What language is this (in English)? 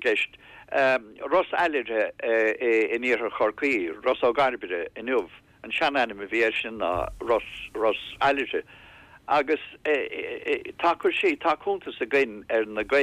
Irish